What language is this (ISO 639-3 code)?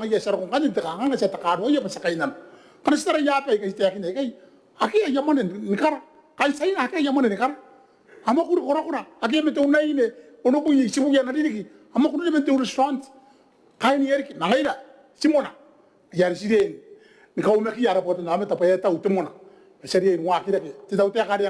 gil